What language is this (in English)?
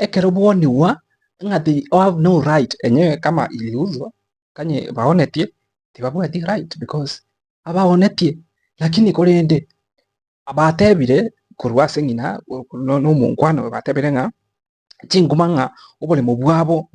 Gusii